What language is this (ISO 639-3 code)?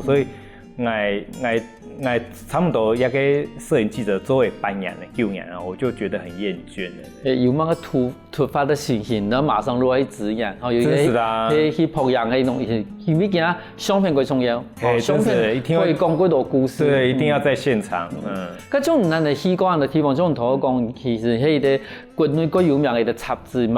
hak